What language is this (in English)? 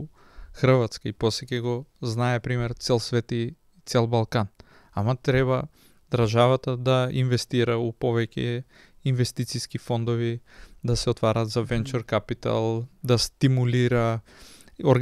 Macedonian